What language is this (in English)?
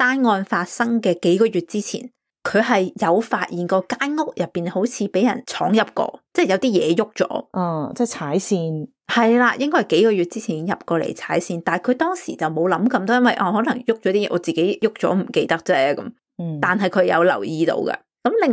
Cantonese